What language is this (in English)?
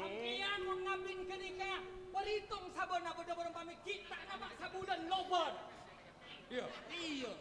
Madurese